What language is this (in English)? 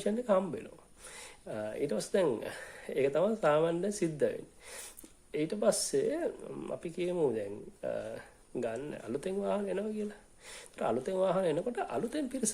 Sinhala